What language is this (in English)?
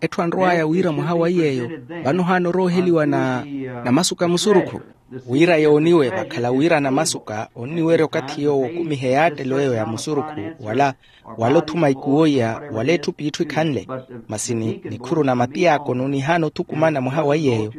Makhuwa